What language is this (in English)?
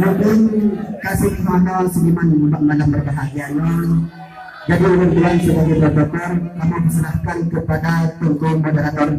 Achinese